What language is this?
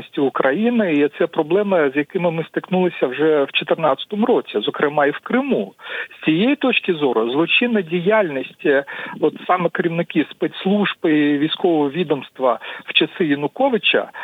Ukrainian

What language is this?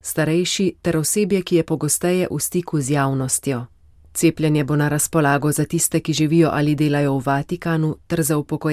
Slovenian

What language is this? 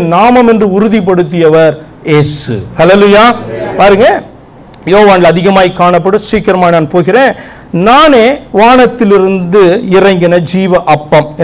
Tamil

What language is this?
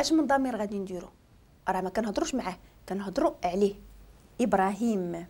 Moroccan Arabic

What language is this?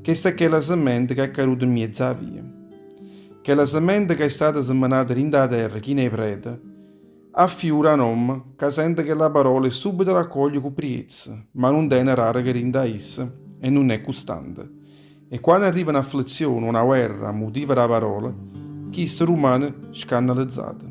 Neapolitan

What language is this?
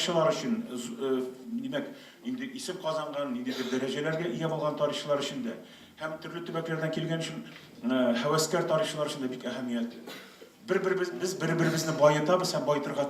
Tatar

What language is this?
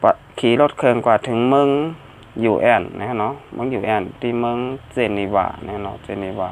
Shan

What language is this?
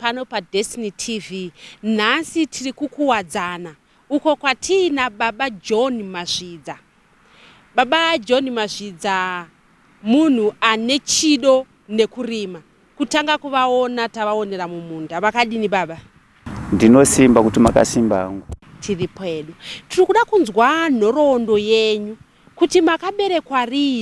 Shona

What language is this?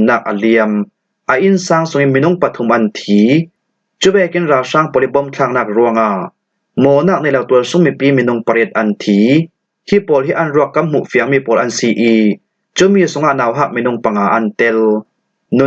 Falam Chin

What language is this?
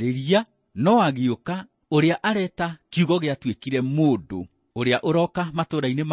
Kikuyu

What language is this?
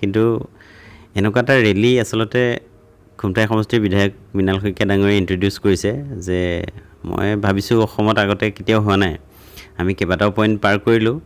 Assamese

